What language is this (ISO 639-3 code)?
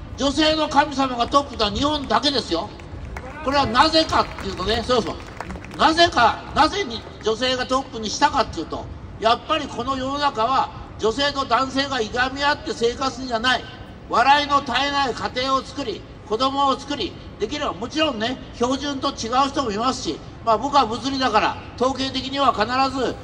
jpn